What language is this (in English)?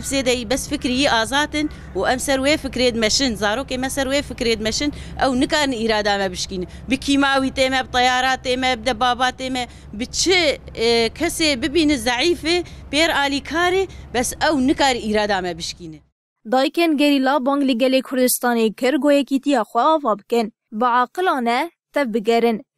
Kurdish